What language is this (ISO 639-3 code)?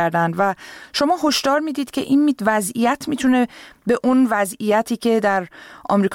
fas